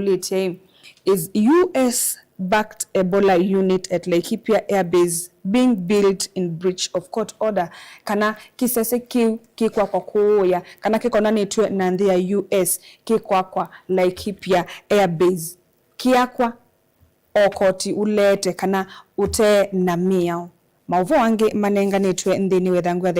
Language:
Kamba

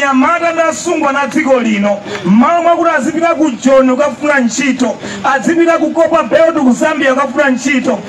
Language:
Nyanja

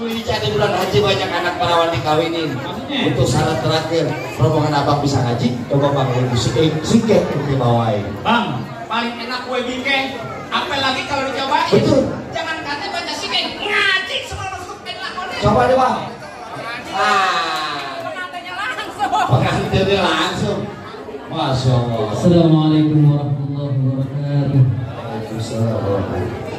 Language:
Betawi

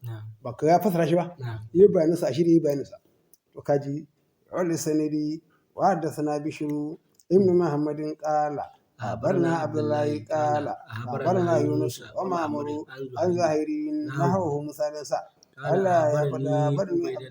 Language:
Hausa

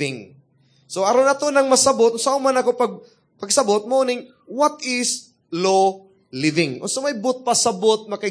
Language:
Cebuano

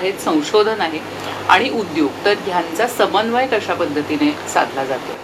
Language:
Marathi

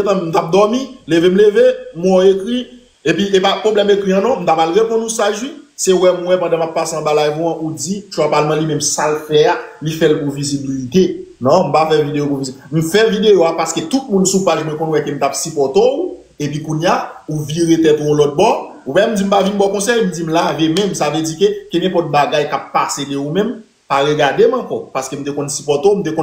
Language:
Haitian Creole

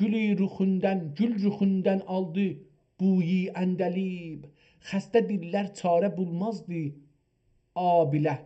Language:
South Azerbaijani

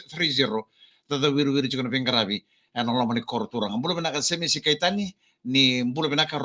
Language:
Fijian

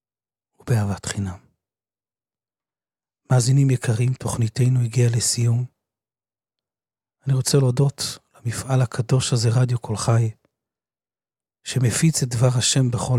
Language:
Hebrew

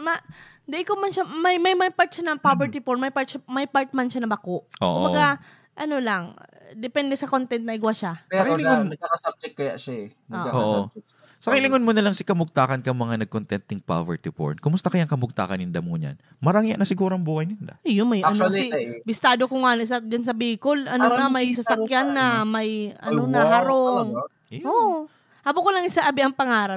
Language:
Bikol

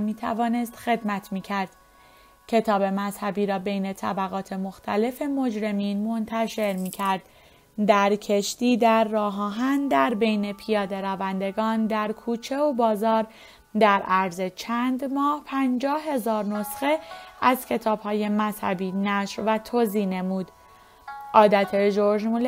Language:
Persian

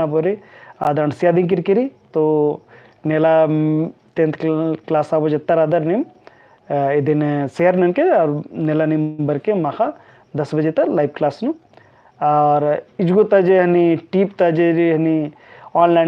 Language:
Kurukh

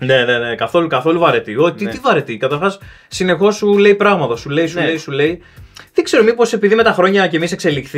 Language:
Greek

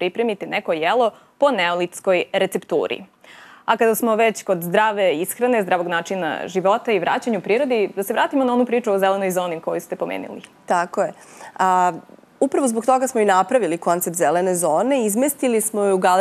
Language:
Serbian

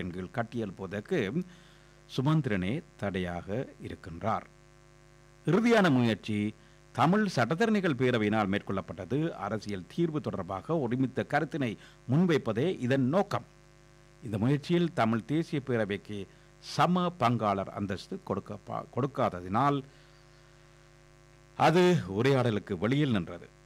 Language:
Tamil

